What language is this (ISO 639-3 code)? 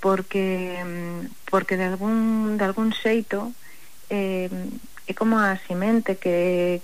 glg